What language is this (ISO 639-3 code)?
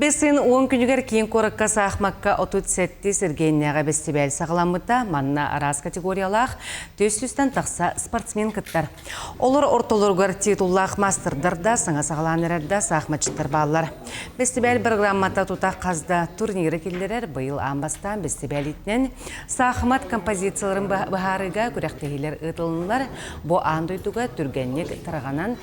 sah